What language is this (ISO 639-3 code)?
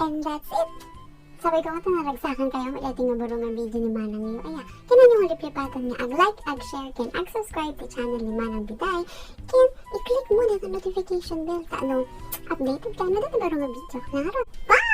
ilo